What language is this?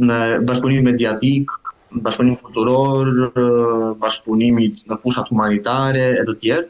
Albanian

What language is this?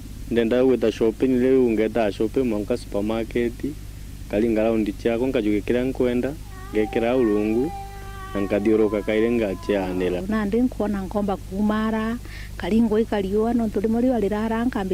Meru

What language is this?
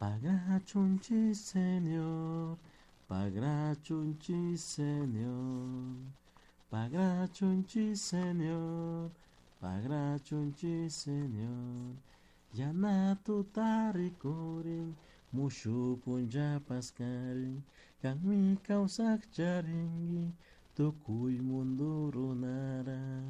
Chimborazo Highland Quichua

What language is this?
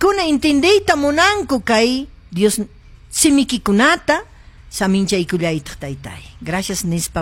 Quechua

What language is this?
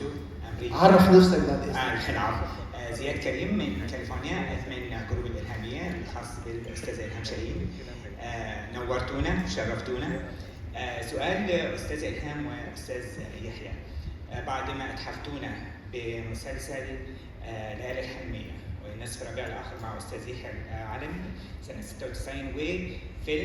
Egyptian Arabic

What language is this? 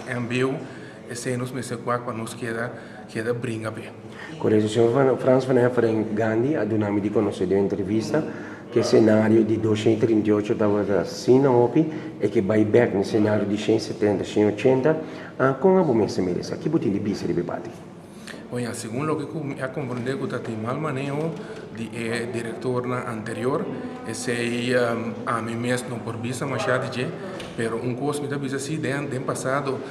Papiamento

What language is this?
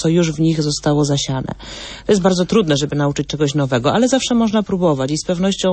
Polish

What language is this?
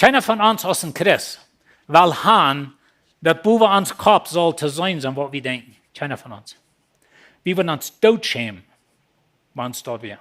Plautdietsch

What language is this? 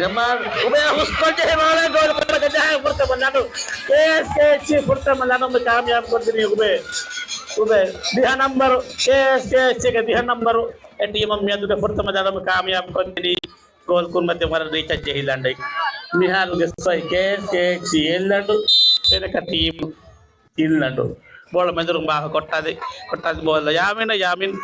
Divehi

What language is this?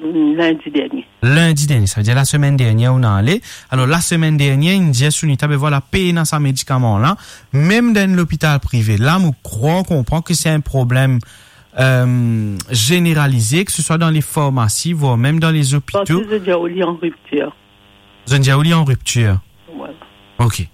Morisyen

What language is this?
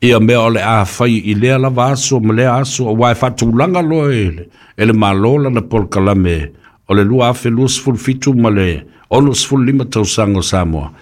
Samoan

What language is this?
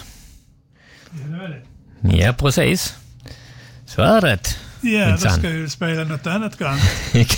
Swedish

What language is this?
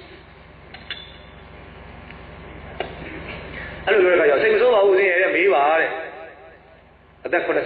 Burmese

